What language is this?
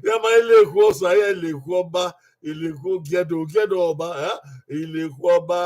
Bini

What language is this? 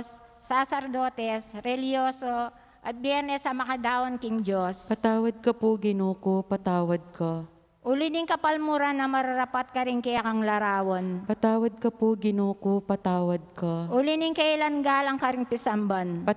Pampanga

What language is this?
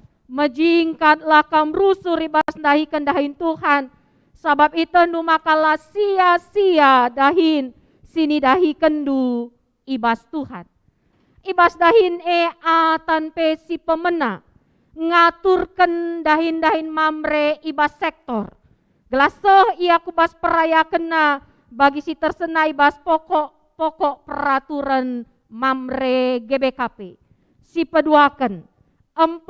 Batak Karo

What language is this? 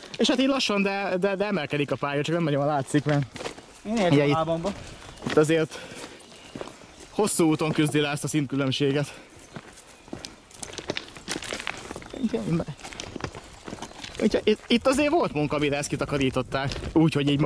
Hungarian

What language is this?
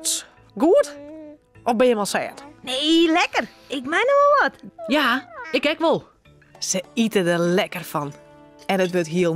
Western Frisian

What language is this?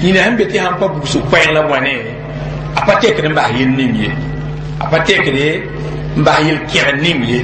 Mossi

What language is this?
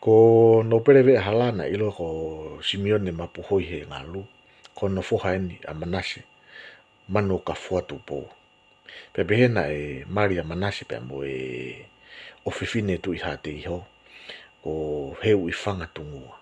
Tongan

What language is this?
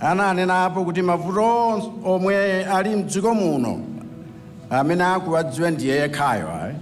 Nyanja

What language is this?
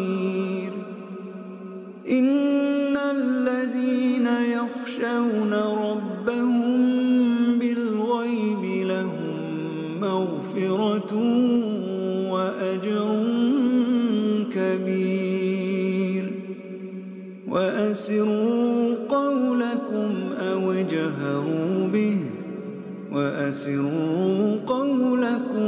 Arabic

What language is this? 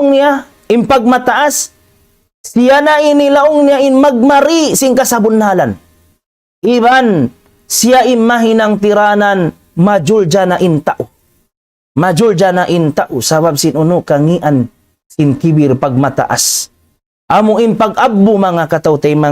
Tausug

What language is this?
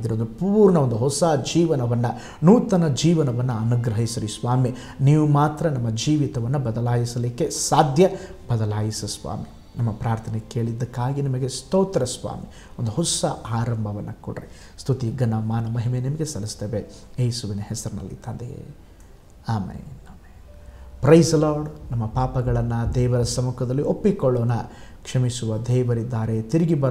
Kannada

